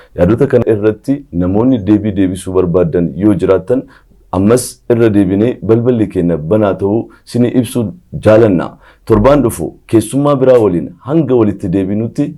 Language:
Oromo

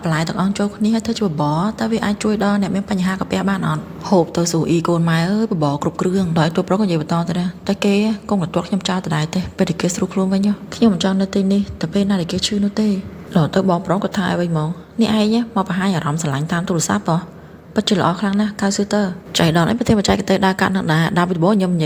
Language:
Khmer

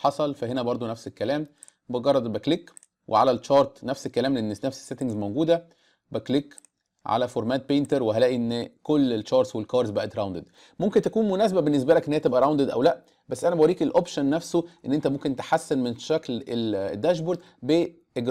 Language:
Egyptian Arabic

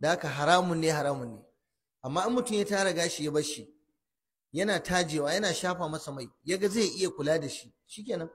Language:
Hausa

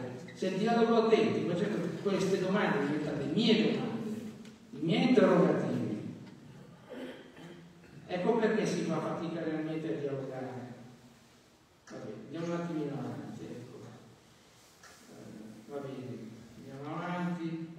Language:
Italian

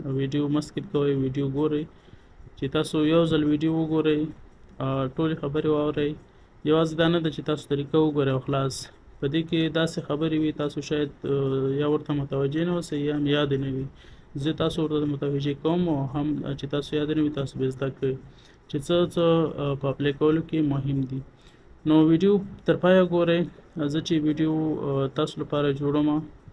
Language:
Pashto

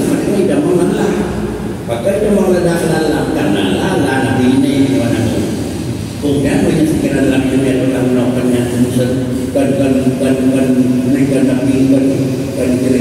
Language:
Achinese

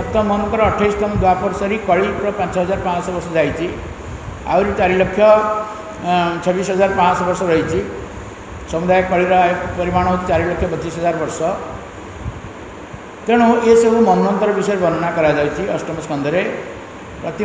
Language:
Odia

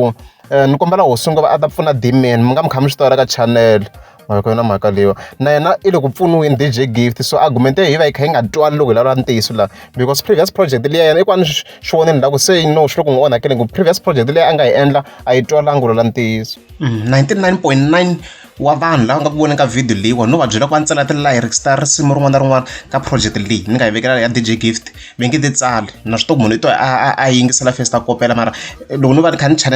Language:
Tsonga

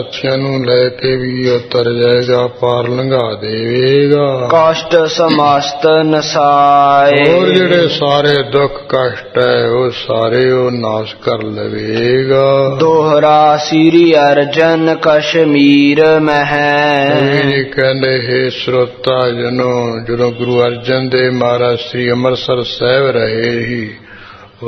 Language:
Punjabi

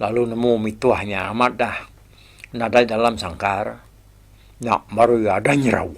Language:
Iban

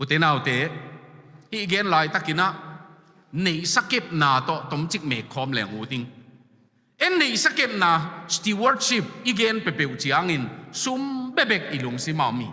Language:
Tedim Chin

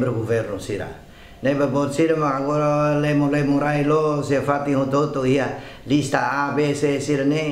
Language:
Tetum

